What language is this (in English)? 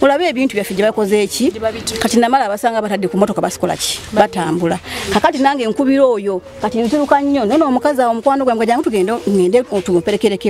Ganda